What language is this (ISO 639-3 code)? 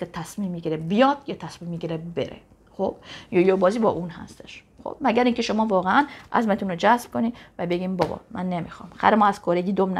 fas